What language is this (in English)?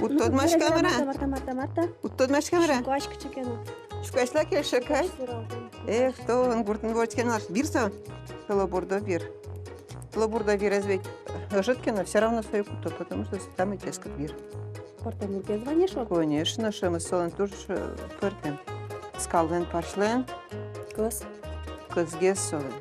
Udmurt